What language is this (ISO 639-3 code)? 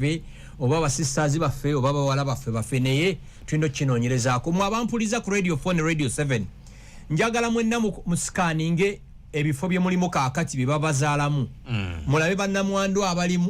lug